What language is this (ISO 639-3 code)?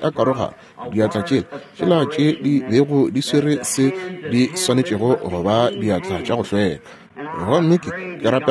nso